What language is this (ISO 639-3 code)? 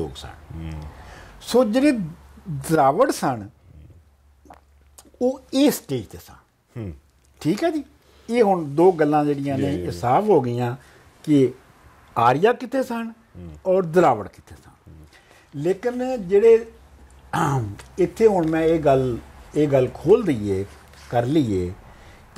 pan